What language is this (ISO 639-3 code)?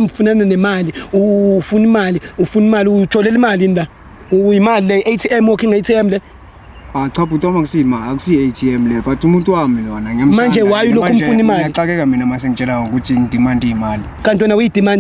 zul